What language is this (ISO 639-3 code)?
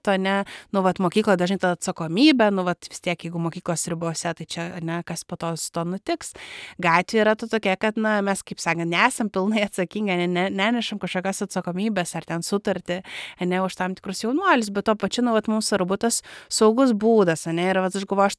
lit